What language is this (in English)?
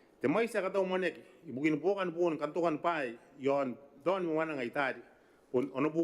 Gilbertese